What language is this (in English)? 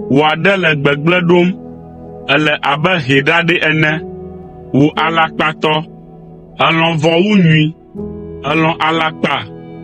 Ewe